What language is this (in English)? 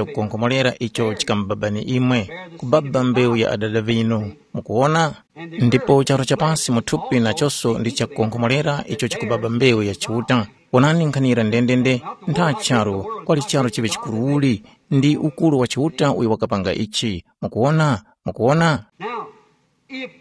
Tumbuka